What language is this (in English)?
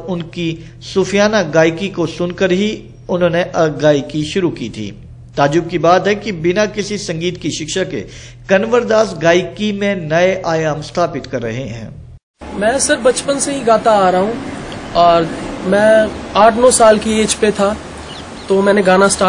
Hindi